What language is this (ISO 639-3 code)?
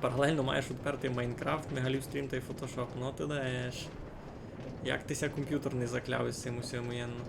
rue